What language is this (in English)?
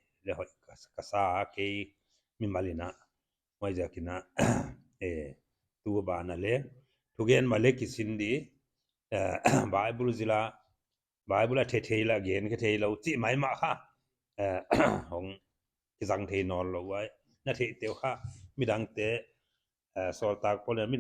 Paite Chin